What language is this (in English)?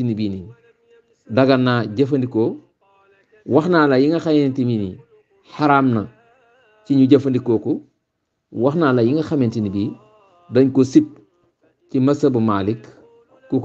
Wolof